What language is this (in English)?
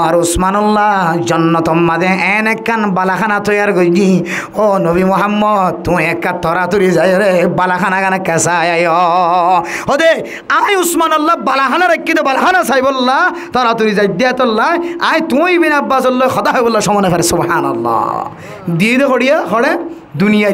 Rohingya